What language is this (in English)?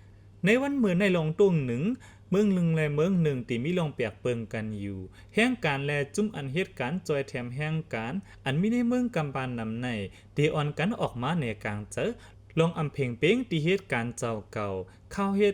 Lao